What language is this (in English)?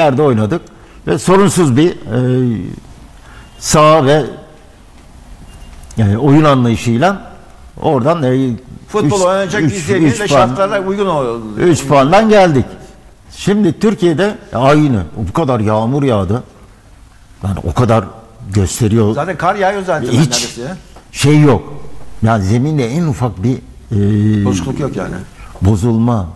Turkish